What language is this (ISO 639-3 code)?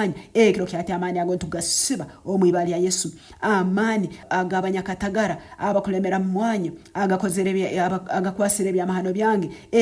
nyn